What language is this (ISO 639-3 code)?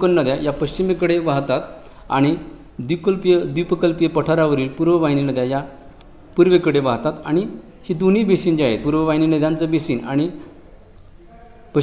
mar